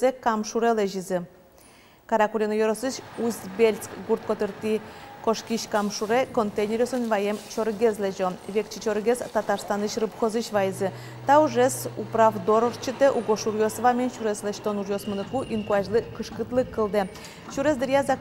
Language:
Udmurt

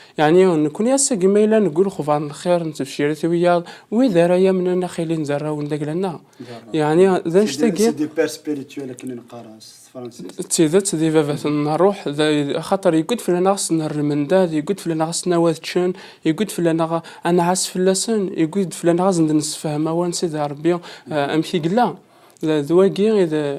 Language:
Kabyle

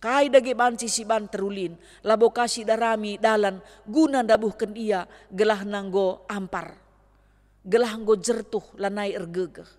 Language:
Batak Karo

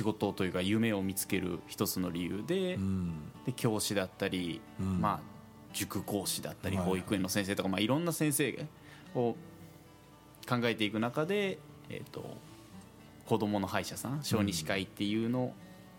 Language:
Japanese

